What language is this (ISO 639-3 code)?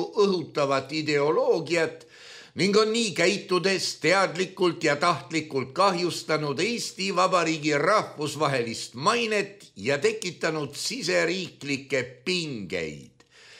est